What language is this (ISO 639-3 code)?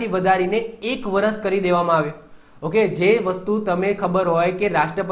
guj